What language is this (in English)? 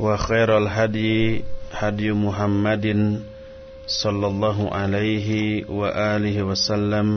Sundanese